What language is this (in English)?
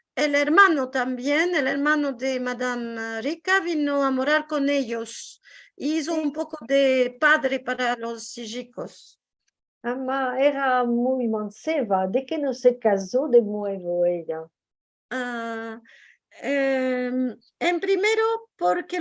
Ladino